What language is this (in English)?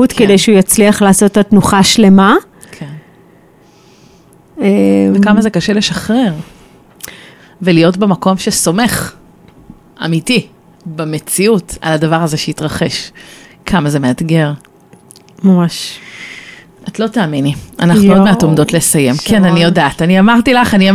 Hebrew